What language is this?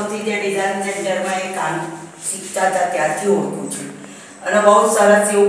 Gujarati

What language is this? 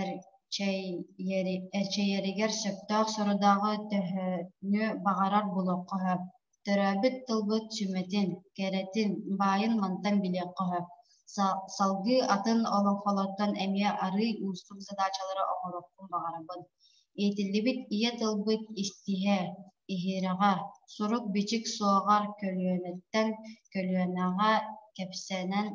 Yakut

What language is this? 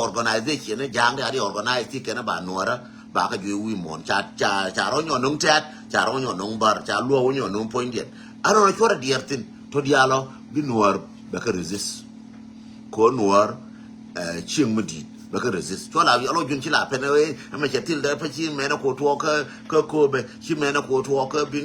Nuer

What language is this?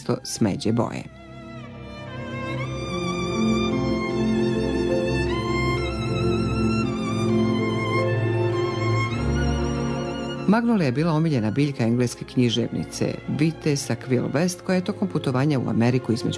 Bosnian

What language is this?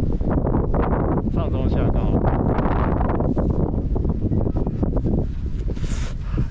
Chinese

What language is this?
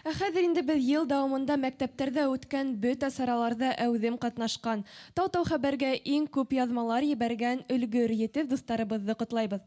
Bashkir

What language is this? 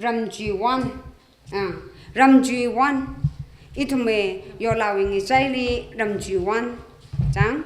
Tangkhul Naga (India)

